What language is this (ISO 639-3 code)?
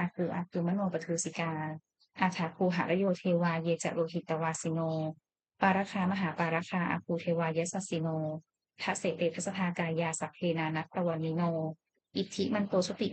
pli